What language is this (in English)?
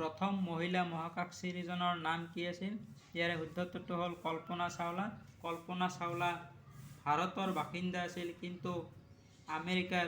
Assamese